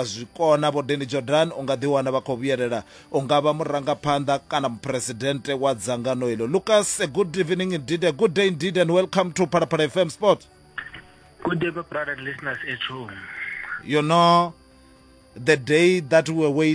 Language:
Venda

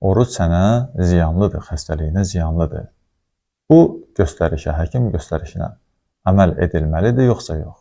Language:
Azerbaijani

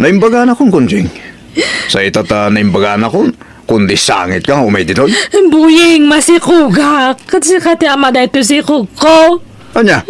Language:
Iloko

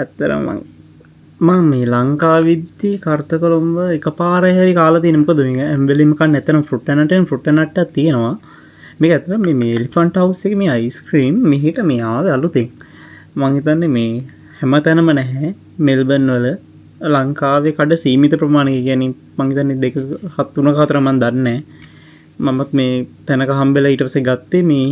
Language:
Sinhala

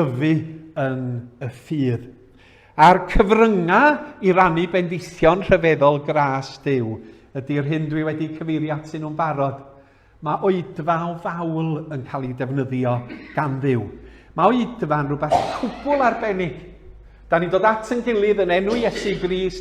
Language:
Welsh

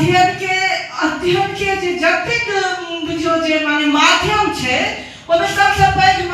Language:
Maithili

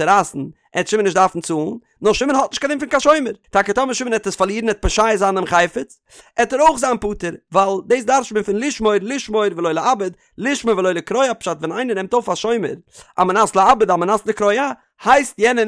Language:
Yiddish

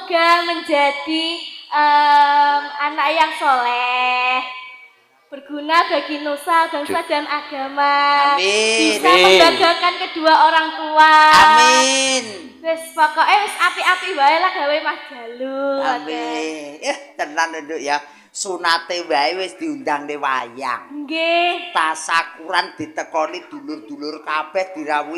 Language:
Javanese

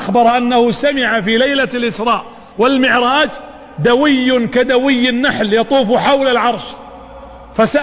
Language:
Arabic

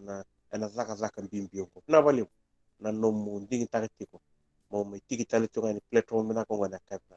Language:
Fijian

